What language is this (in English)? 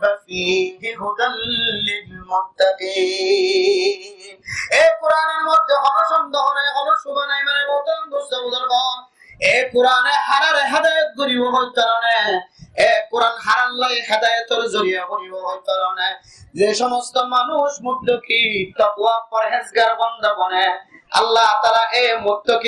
Rohingya